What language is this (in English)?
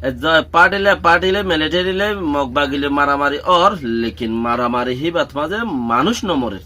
Rohingya